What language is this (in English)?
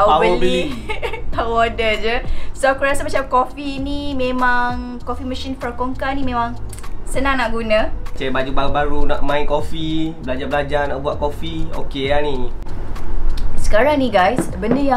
Malay